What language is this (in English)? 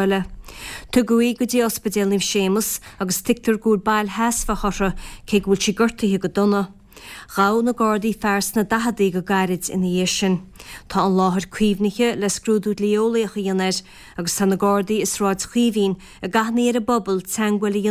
Irish